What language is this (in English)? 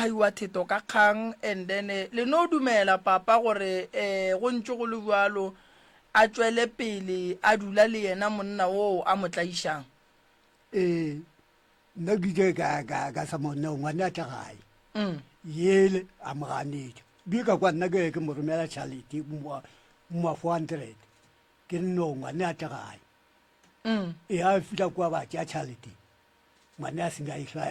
Northern Sotho